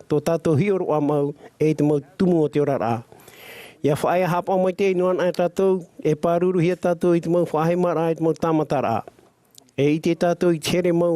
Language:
Tahitian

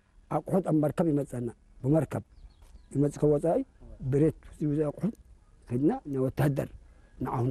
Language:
Tigrinya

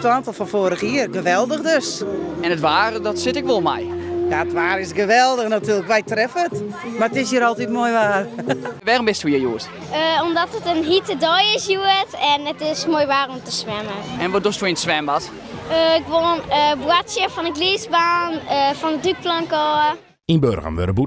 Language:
Western Frisian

